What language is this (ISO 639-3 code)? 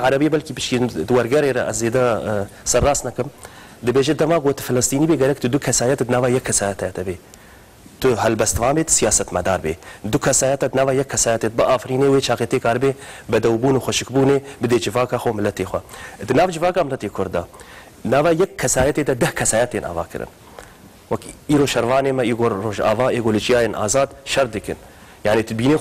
kur